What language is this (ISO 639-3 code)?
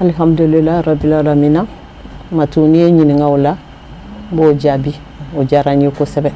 bam